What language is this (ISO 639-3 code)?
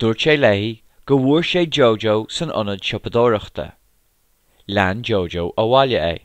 gle